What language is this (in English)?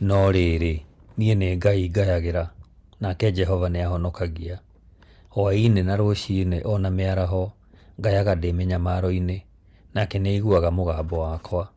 Kikuyu